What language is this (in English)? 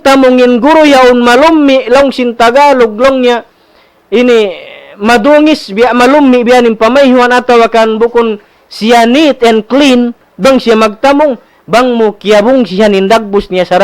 Tausug